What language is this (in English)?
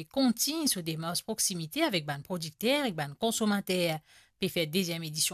Morisyen